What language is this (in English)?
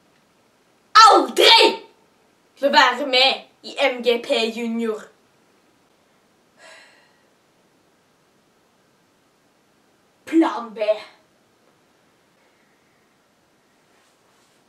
Norwegian